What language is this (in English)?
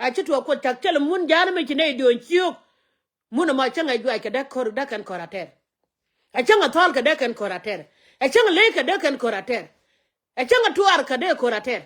Nuer